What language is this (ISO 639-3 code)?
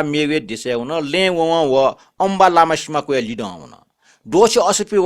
new